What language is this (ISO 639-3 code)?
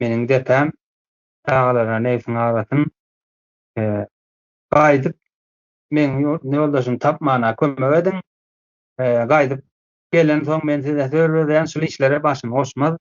tuk